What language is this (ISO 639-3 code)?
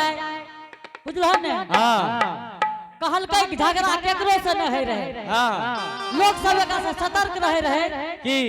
anp